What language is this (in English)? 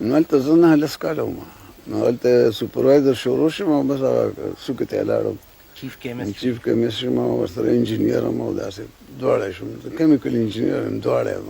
Pashto